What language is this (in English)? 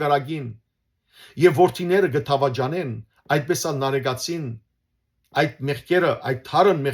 Western Armenian